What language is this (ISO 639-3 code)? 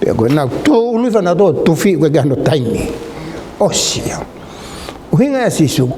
ton